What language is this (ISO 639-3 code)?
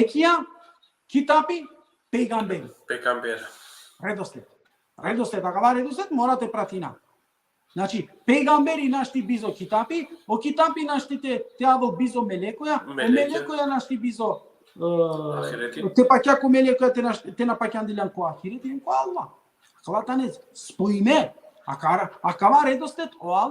rmn